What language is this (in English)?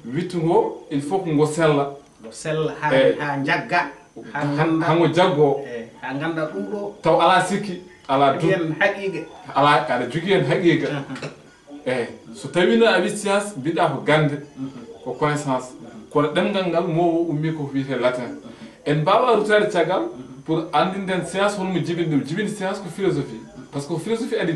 Fula